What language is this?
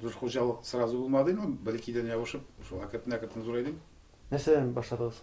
Tatar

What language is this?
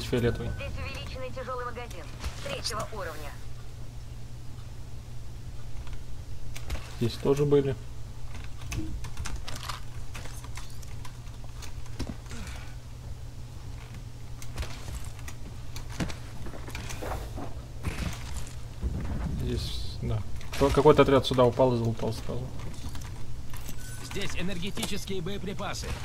Russian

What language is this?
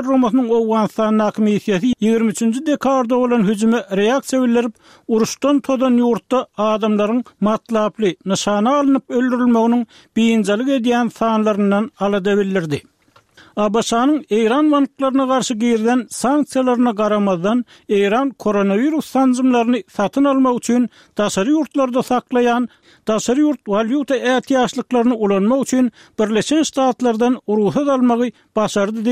Turkmen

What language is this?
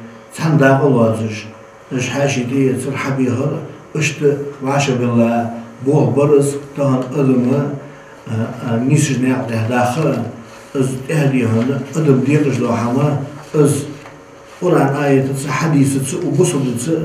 Ingush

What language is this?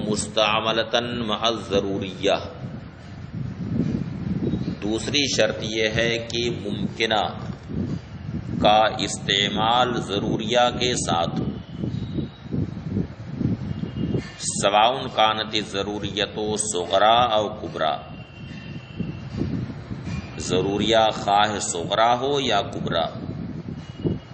Urdu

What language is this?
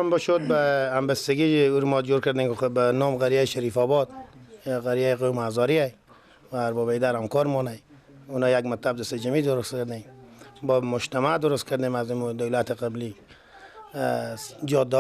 Persian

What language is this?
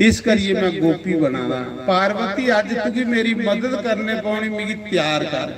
Dogri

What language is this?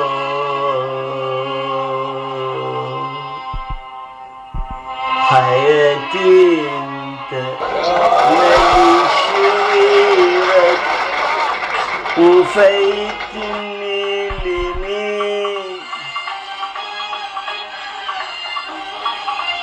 Egyptian Arabic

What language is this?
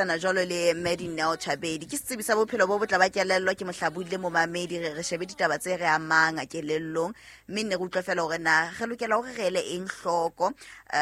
Southern Sotho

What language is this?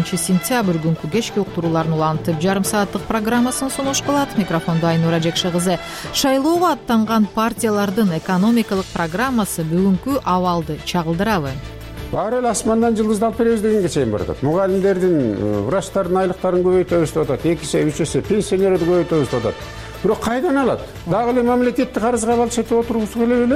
Kyrgyz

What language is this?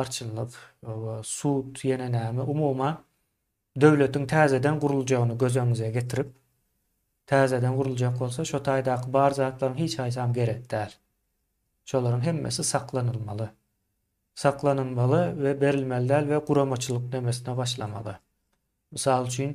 Turkmen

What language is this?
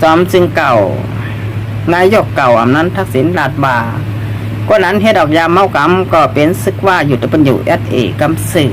Shan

